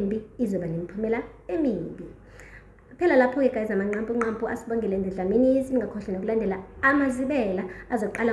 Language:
Zulu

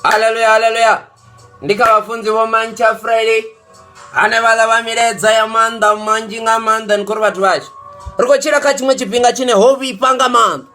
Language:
Venda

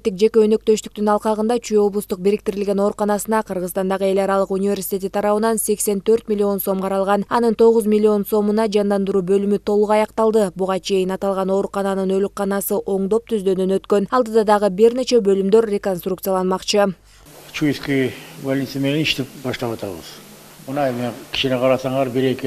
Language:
Kyrgyz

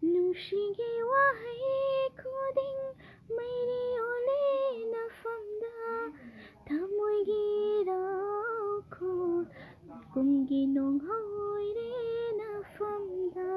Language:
Manipuri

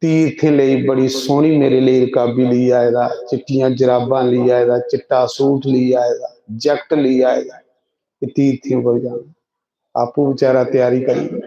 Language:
Dogri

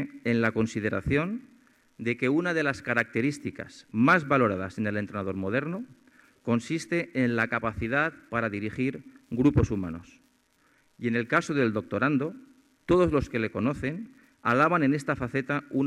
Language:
Spanish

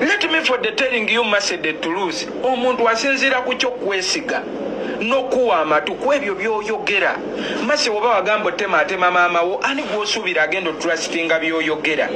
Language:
Ganda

